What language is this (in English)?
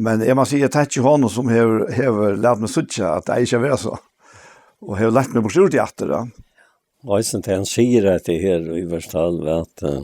Faroese